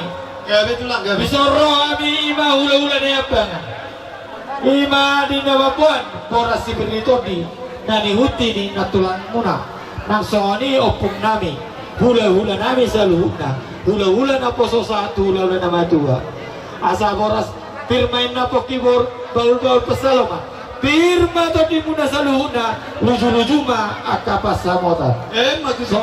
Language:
Batak Toba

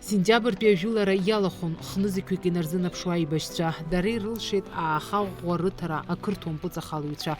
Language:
Abkhazian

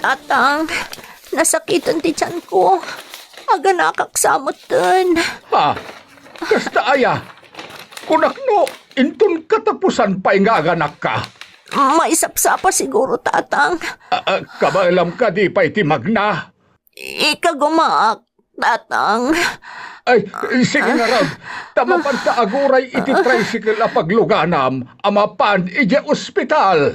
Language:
Iloko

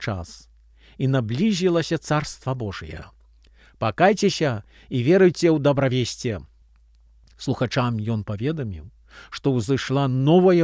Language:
Belarusian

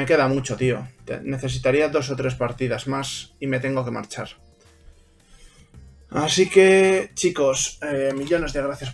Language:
Spanish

